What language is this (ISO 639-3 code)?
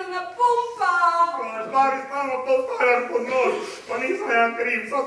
hrv